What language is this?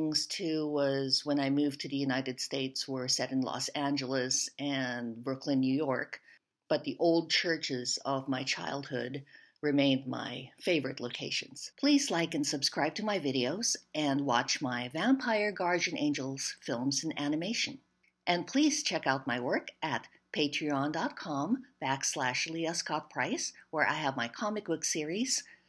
English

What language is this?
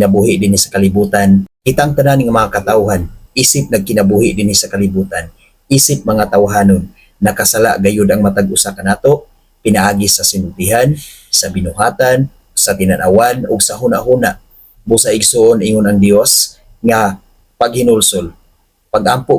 Cebuano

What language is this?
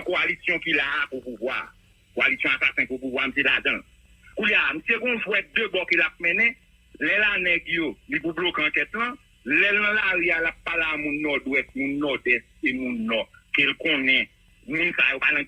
Haitian Creole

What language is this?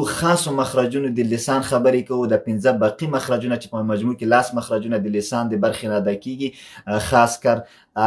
Pashto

